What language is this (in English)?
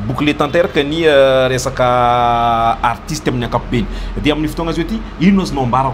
Malagasy